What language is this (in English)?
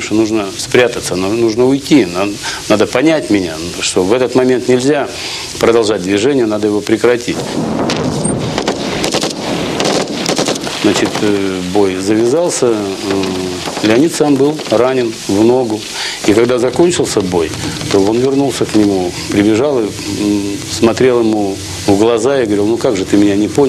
Russian